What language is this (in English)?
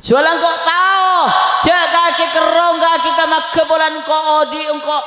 Madurese